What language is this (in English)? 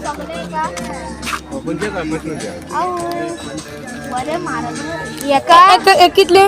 Konkani